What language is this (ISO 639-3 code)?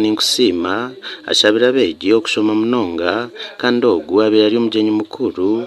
nyn